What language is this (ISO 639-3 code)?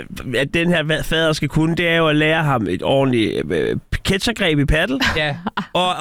dan